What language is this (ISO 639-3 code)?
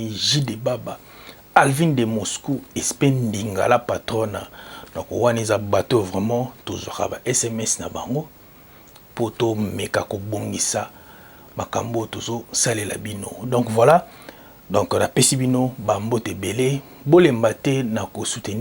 lin